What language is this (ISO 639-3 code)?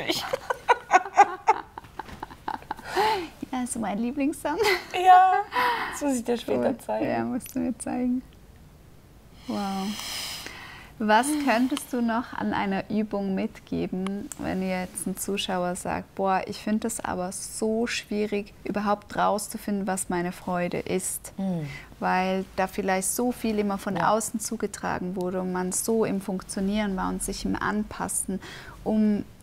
deu